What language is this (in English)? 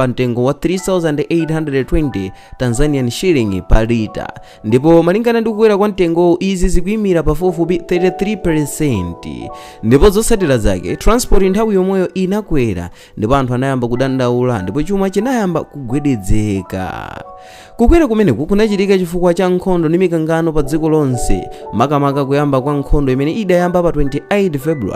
Nyanja